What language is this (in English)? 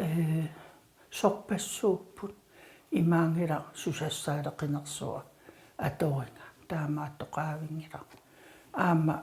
Kalaallisut